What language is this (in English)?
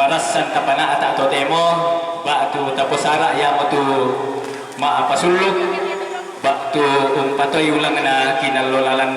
Toraja-Sa'dan